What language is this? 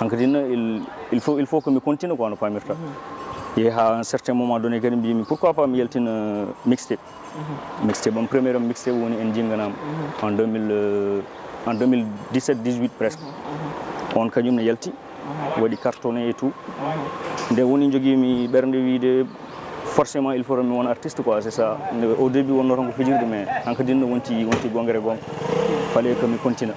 Fula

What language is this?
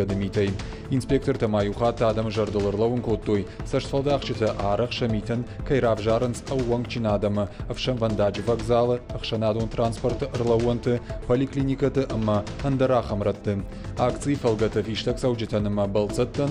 Ossetic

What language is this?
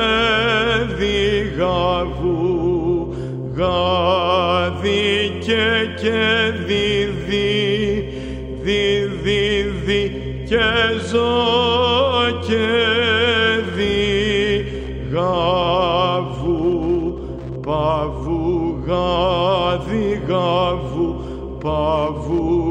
Greek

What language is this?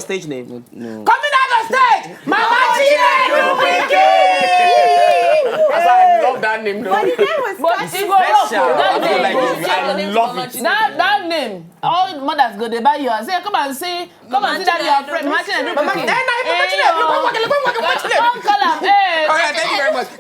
Nigerian Pidgin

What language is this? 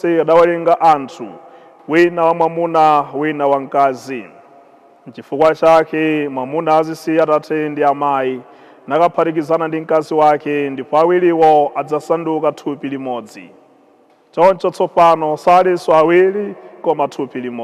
Nyanja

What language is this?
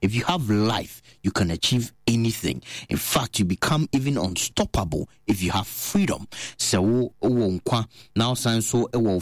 Akan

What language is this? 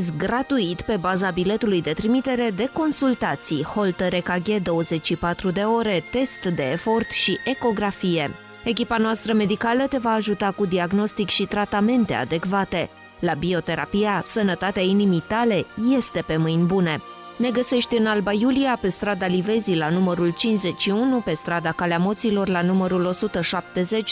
Romanian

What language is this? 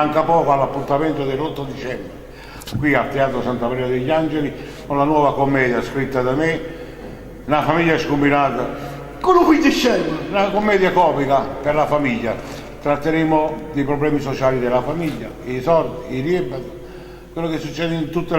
Neapolitan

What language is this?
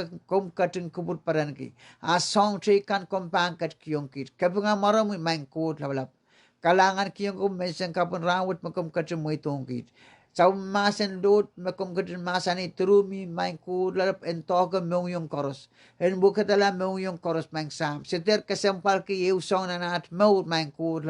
Pohnpeian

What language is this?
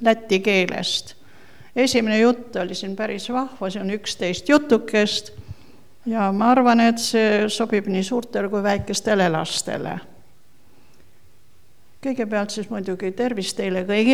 Estonian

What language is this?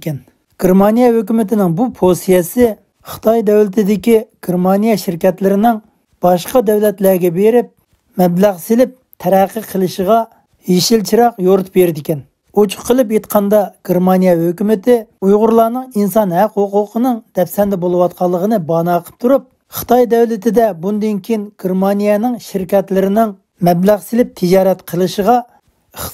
Uyghur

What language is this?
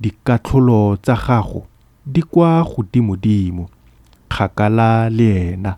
Tswana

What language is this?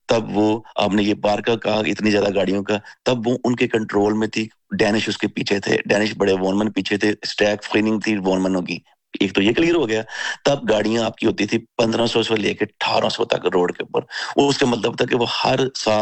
Urdu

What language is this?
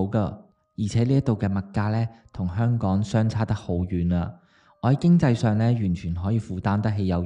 Cantonese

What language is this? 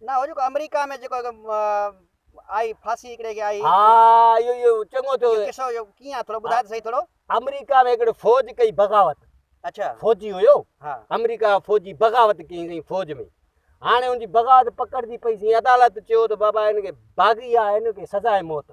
Sindhi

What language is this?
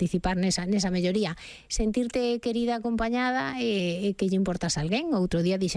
Galician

